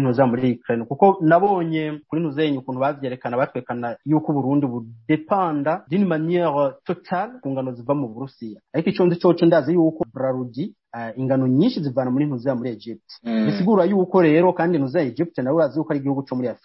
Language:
Rundi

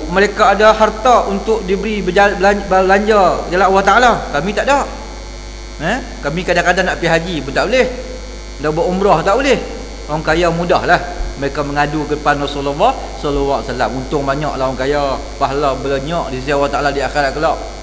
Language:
Malay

